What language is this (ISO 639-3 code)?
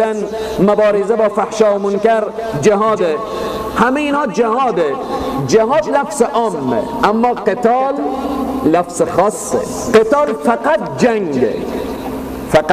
fas